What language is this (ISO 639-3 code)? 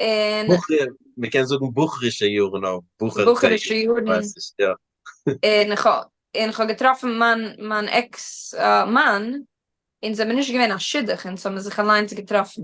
yid